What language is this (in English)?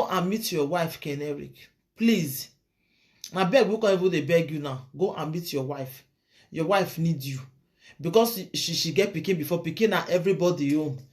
Nigerian Pidgin